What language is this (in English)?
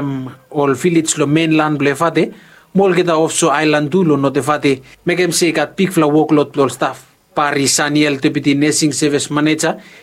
Bislama